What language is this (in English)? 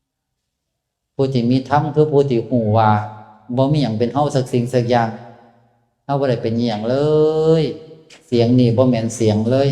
Northeastern Thai